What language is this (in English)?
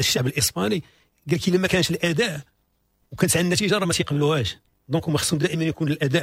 Moroccan Arabic